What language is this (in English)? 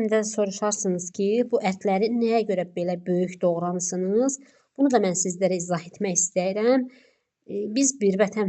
Azerbaijani